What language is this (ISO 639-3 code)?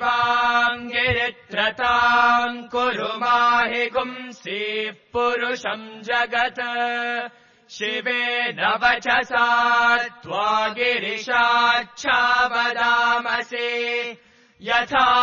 san